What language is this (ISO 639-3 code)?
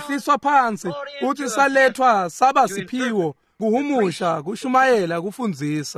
ssw